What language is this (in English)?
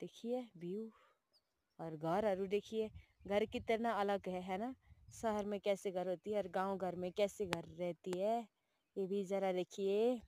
Nepali